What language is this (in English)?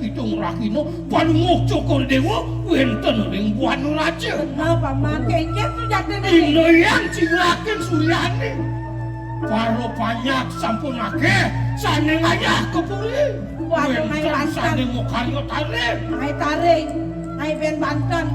Balinese